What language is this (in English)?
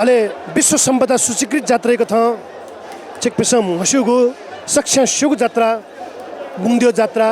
Newari